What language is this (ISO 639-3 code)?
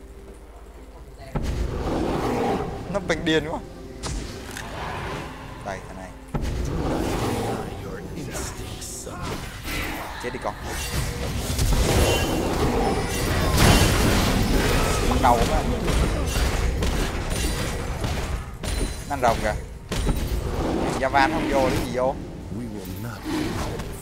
vie